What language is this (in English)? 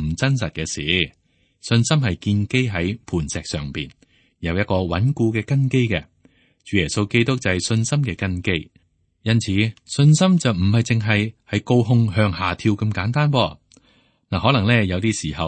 Cantonese